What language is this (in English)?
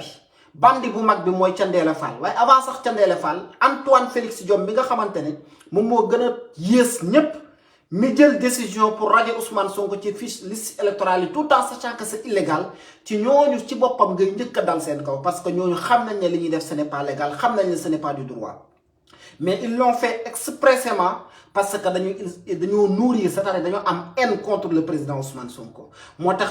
Wolof